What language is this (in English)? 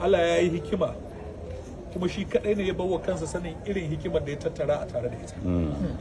Hausa